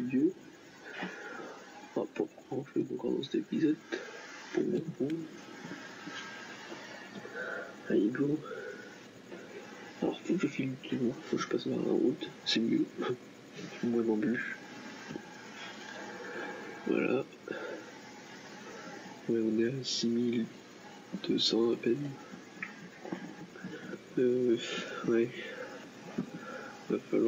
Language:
French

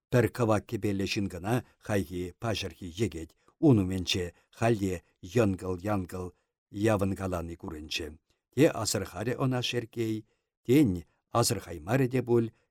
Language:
Chuvash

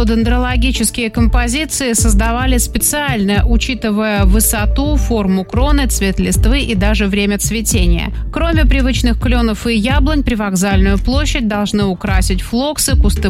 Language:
Russian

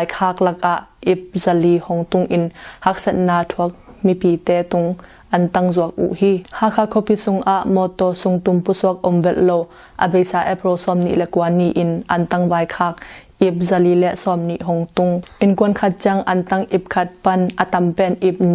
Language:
Tedim Chin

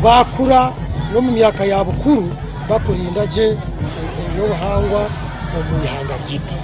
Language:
Nyankole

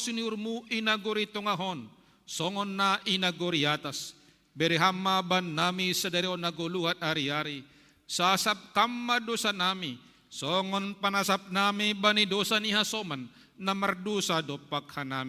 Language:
Batak Simalungun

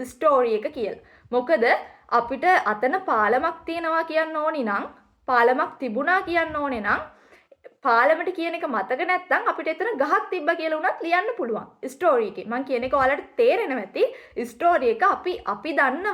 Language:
Sinhala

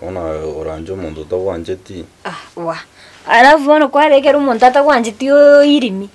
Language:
Gusii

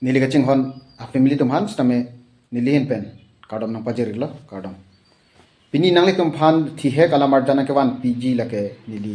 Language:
Karbi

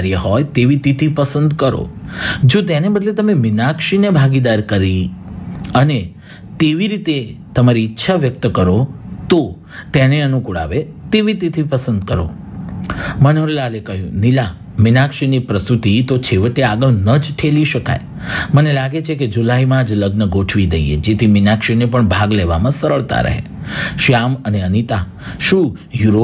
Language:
Gujarati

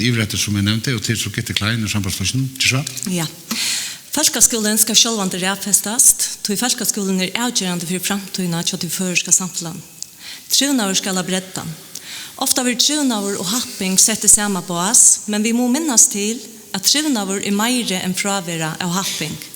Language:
Faroese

